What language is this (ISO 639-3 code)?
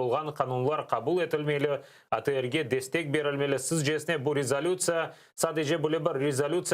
crh